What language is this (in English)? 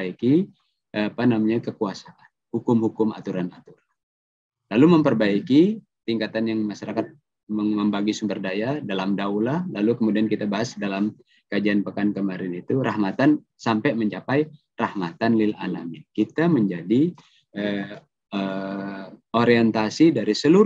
Indonesian